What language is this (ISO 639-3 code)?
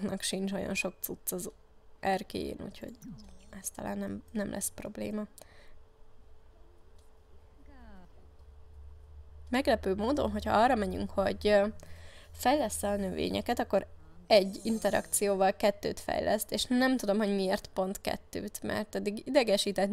hun